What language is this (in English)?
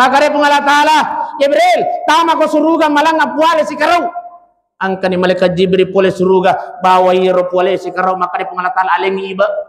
Buginese